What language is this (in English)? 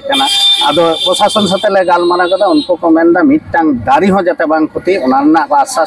Santali